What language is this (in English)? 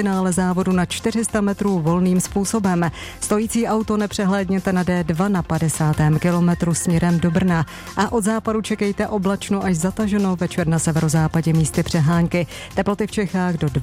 Czech